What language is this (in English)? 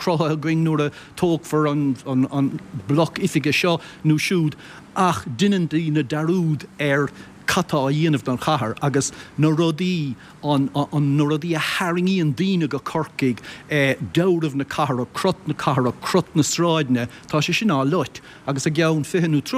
Irish